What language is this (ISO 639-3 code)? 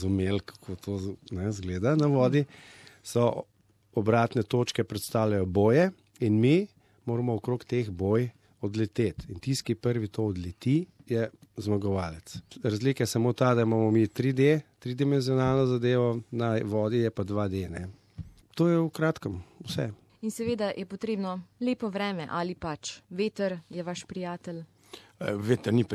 slv